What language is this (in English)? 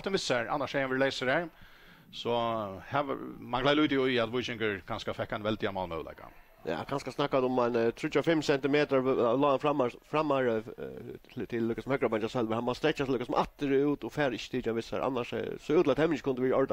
Faroese